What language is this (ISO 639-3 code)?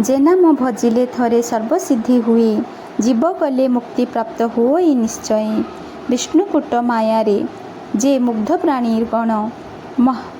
ori